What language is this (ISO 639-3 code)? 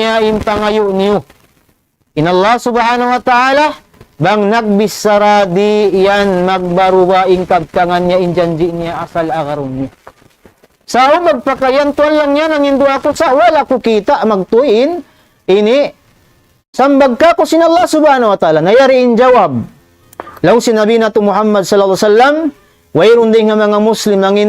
tsg